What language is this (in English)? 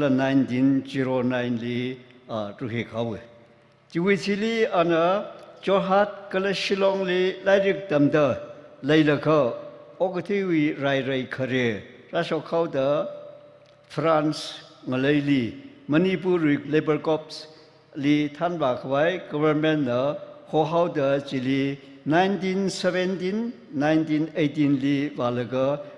Tangkhul Naga (India)